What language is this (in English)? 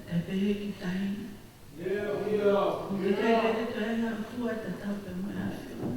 Tongan